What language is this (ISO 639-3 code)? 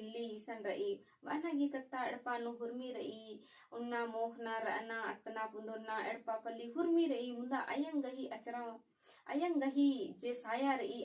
kru